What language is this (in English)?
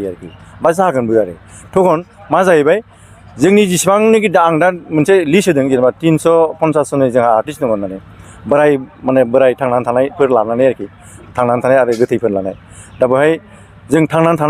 Bodo